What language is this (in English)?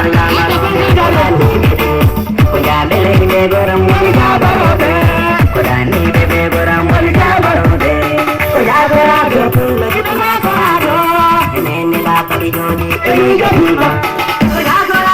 Fula